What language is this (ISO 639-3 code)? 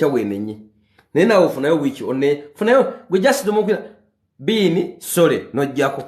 lug